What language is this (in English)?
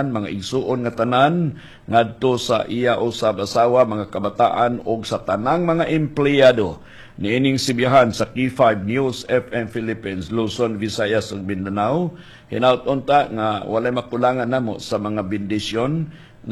Cebuano